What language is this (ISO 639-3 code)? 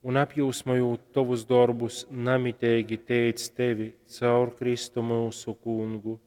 ltg